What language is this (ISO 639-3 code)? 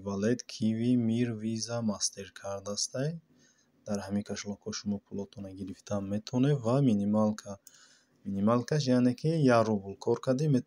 tgk